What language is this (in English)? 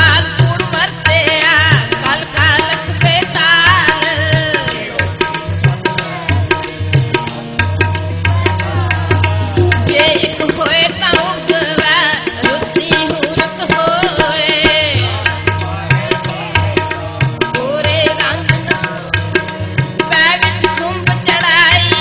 Punjabi